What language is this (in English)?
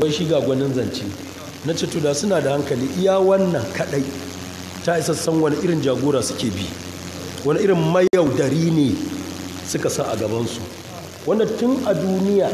Hausa